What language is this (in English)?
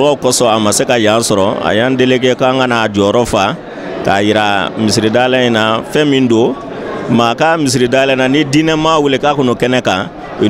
Bambara